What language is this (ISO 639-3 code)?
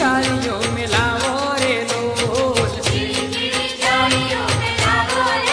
guj